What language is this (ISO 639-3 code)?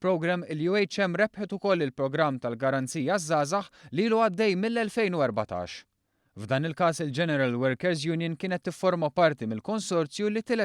mlt